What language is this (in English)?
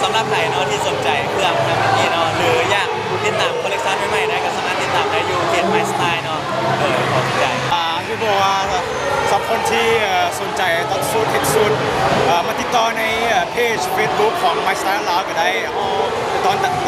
Lao